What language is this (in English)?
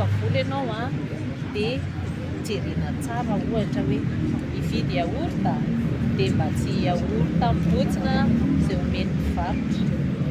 Malagasy